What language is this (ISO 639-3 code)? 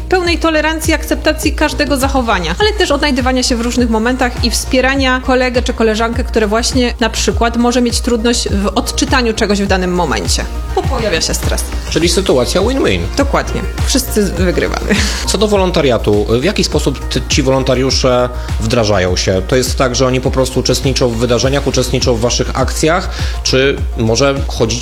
pol